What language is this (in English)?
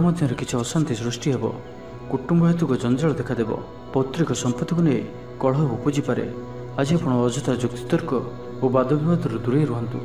Odia